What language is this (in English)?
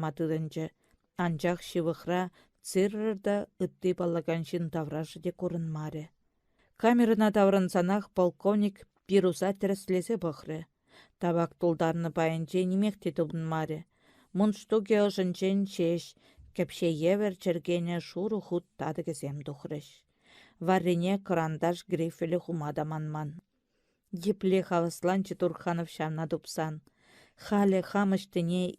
Chuvash